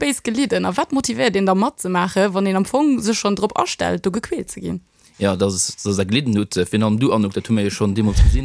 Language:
Luxembourgish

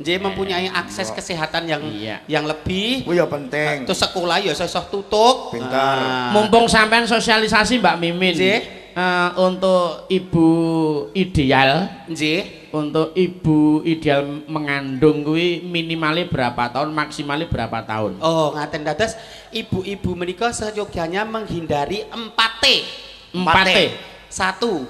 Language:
Javanese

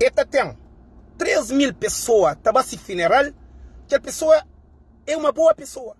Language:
Kabuverdianu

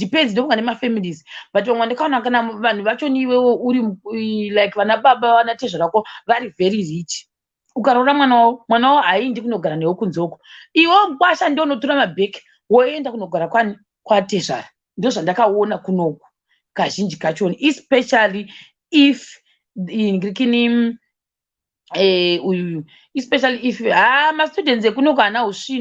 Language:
Shona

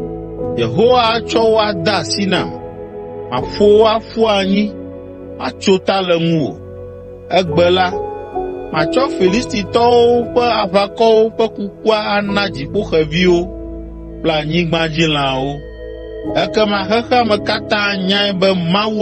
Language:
Ewe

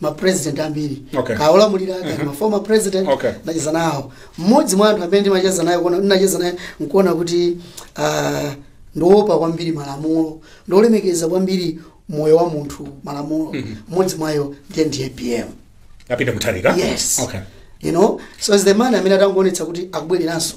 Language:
Nyanja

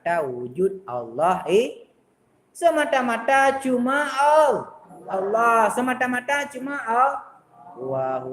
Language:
Achinese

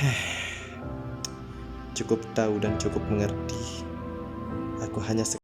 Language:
Sasak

